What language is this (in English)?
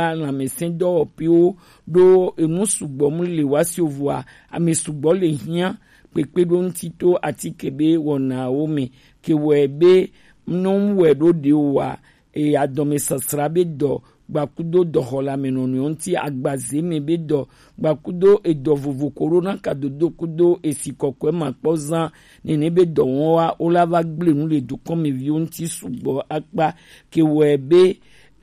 Gen